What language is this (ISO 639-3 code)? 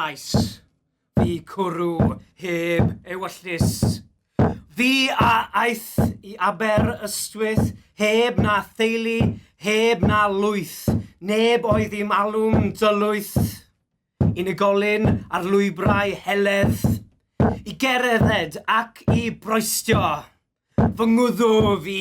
cym